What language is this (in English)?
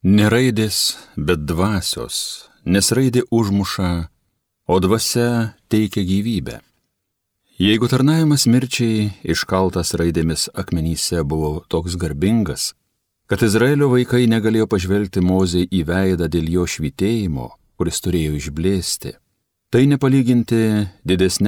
Lithuanian